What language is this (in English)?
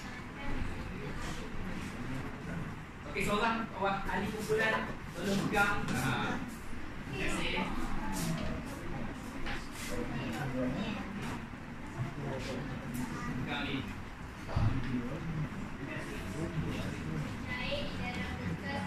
Malay